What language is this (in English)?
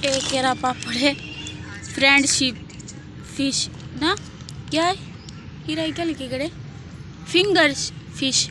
Saraiki